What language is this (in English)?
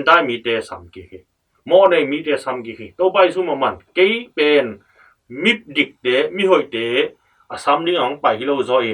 Tedim Chin